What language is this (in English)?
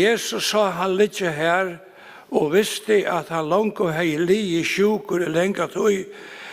Faroese